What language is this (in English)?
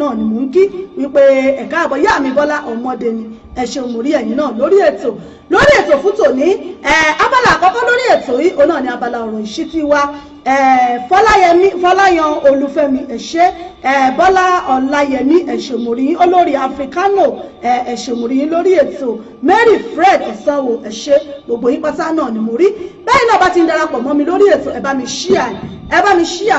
Yoruba